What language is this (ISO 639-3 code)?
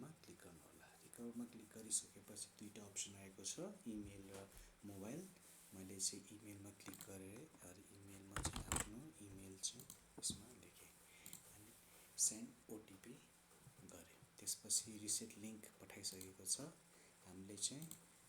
nep